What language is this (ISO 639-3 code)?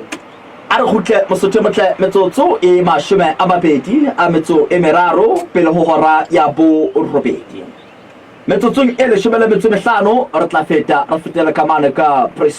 sot